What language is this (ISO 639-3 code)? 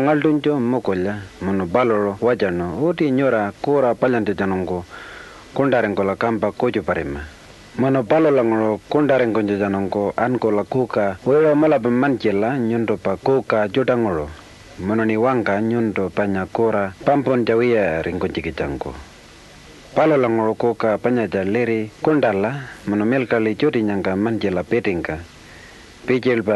pjt